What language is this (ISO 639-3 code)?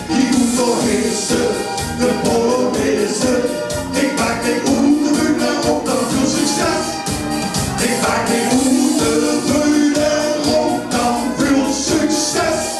lim